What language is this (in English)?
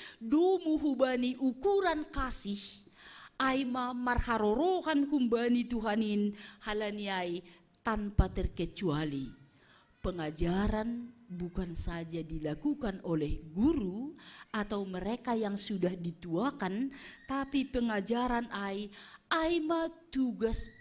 Batak Simalungun